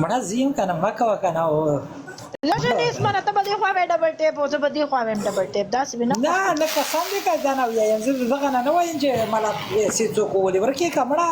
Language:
Pashto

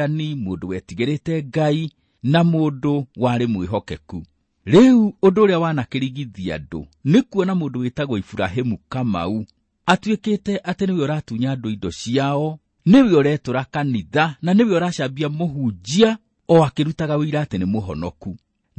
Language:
Kikuyu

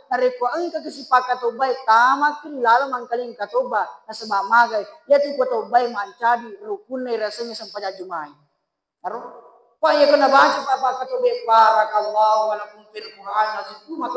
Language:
Buginese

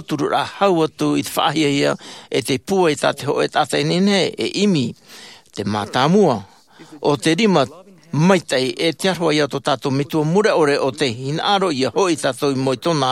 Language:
Tahitian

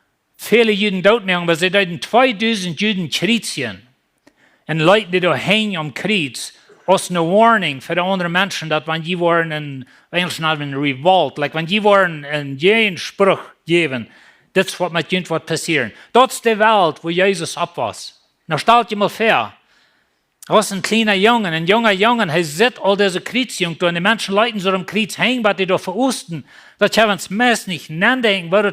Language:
Plautdietsch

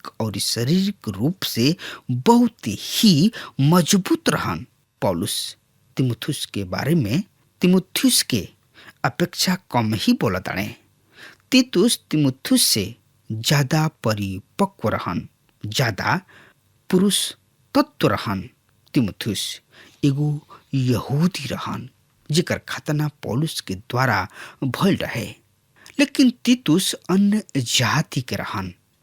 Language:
Bhojpuri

